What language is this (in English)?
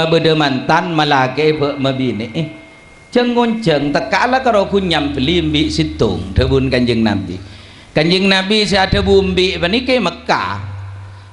Madurese